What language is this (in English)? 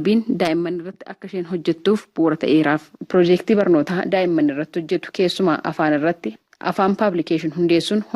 Oromo